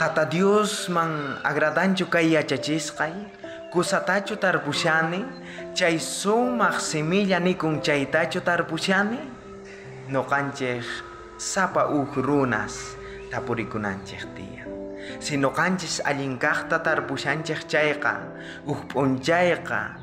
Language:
South Bolivian Quechua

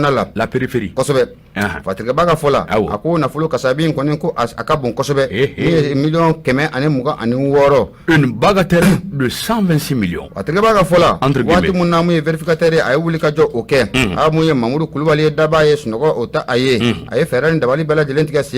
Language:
Bambara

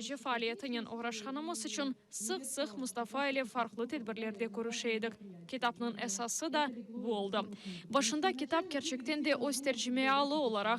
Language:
Crimean Tatar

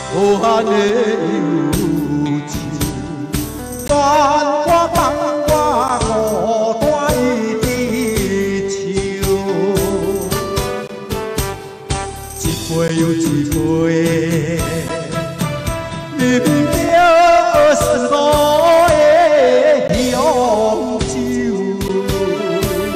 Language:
Chinese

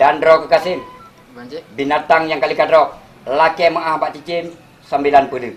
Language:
Achinese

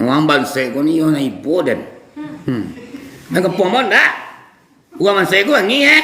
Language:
Minangkabau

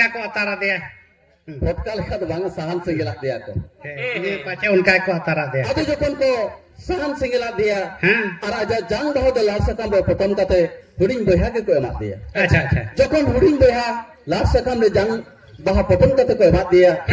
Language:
Santali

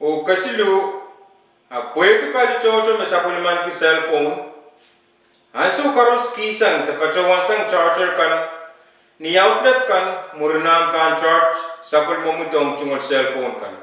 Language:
Pohnpeian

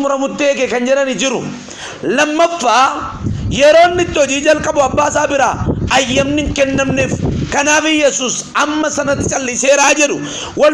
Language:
Oromo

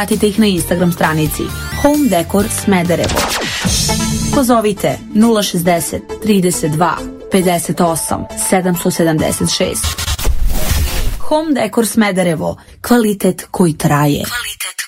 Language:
Serbian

